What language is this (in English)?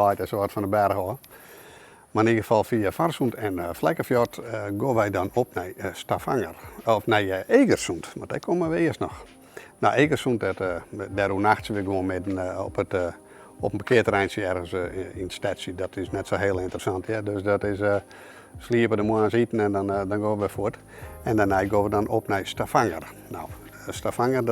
Western Frisian